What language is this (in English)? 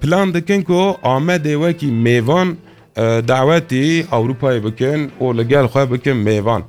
Kurdish